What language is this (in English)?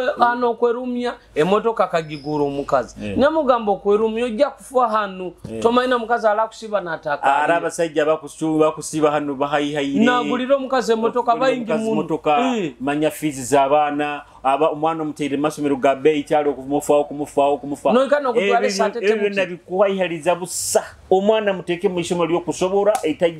Nyoro